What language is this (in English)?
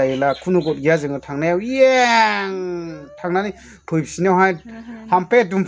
Bodo